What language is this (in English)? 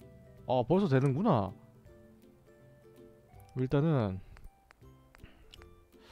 Korean